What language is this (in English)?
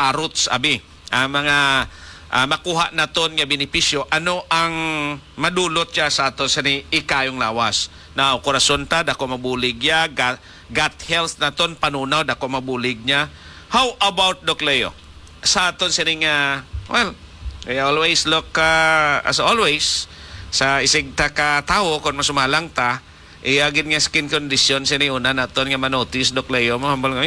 Hiligaynon